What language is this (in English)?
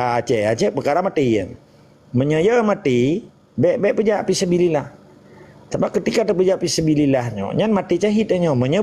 Achinese